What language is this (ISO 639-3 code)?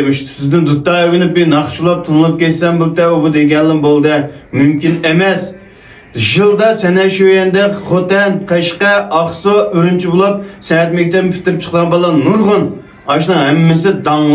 uig